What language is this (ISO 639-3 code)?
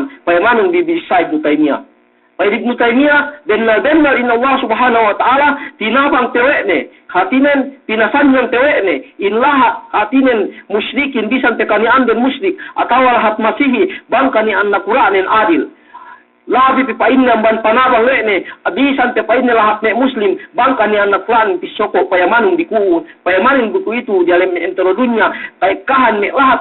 yka